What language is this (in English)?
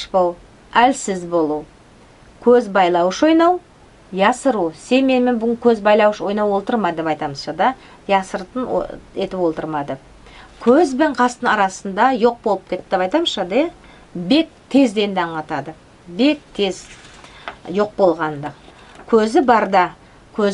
Nogai